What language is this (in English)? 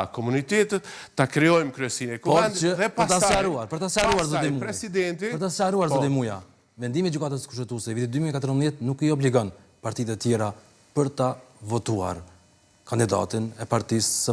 Albanian